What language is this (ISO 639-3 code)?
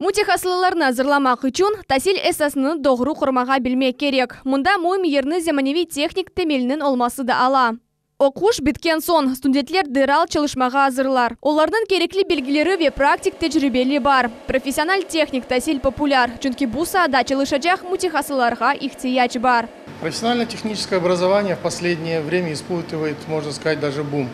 crh